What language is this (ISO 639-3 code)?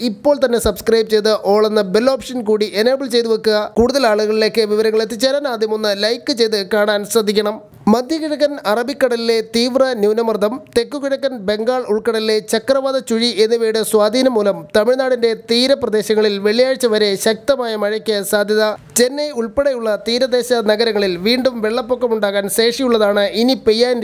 mal